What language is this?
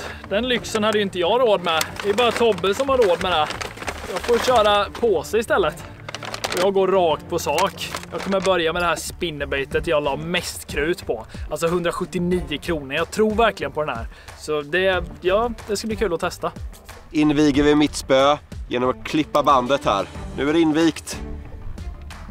Swedish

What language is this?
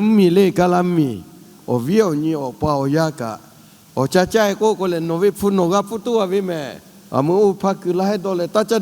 Lahu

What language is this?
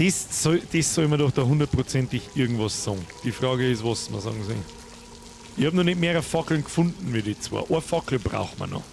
Bavarian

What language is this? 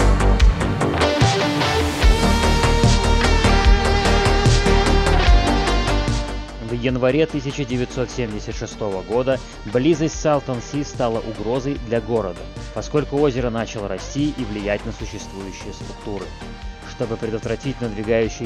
Russian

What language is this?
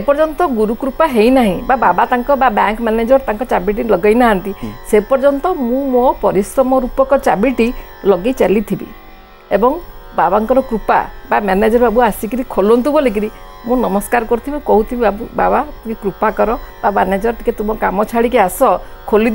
Odia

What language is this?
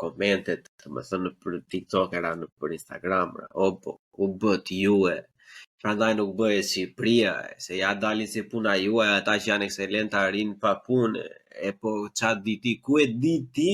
Albanian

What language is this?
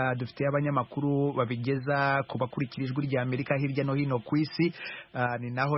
Kinyarwanda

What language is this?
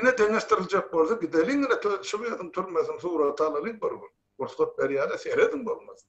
Turkmen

